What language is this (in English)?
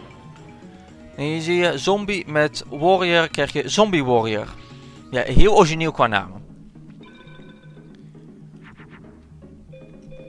Dutch